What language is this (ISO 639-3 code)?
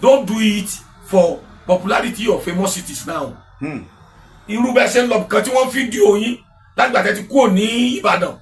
yor